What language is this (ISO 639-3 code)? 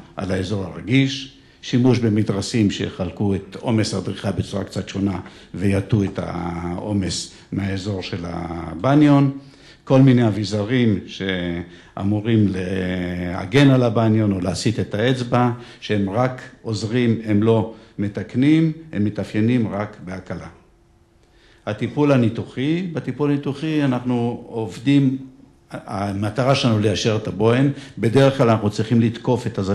heb